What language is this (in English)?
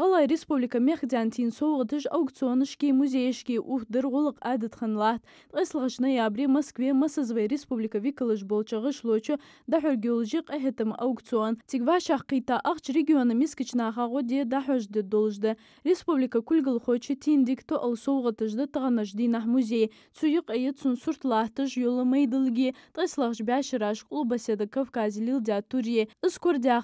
Ingush